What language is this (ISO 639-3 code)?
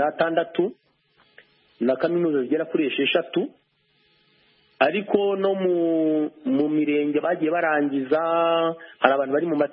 kin